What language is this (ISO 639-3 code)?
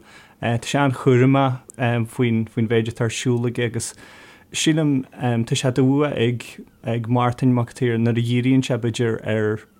gle